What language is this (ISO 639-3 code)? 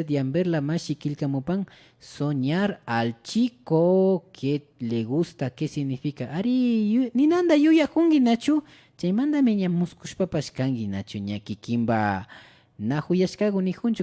qvi